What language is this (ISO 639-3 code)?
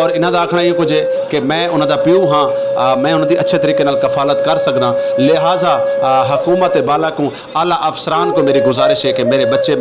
skr